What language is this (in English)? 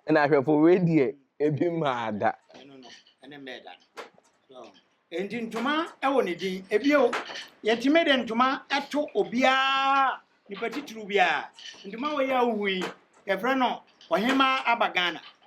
Akan